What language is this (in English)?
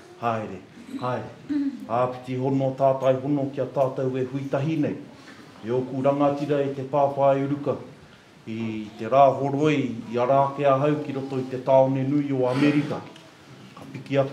Māori